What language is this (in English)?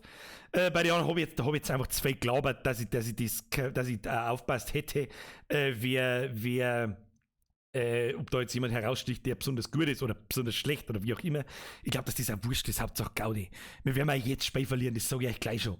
Bavarian